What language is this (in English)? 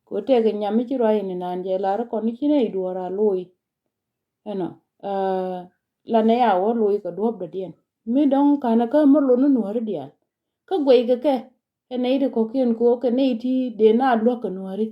Nuer